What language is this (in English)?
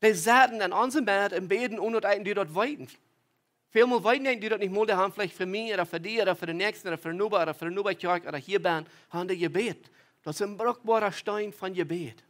Plautdietsch